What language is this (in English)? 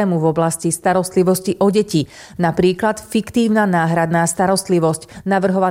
Slovak